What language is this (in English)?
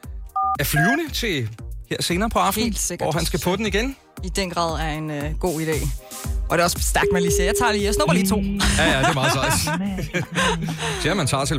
Danish